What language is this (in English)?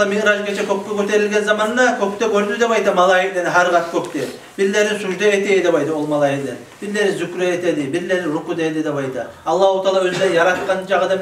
Kumyk